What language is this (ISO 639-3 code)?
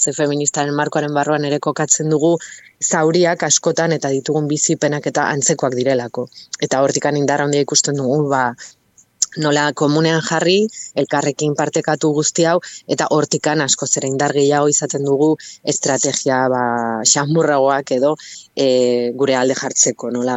eus